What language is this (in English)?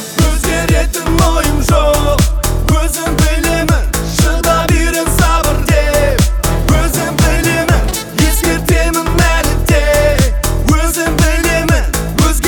Kazakh